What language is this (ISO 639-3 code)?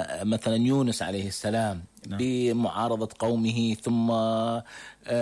ara